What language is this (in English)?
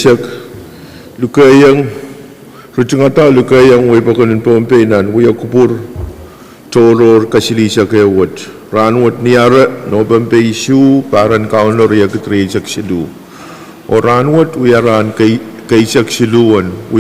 Pohnpeian